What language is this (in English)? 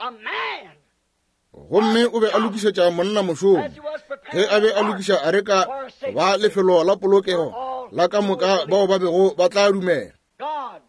Northern Sotho